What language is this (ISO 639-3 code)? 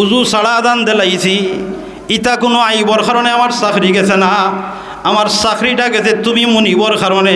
syl